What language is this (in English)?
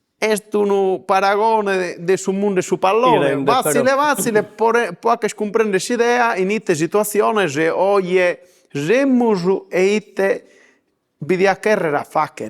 Sardinian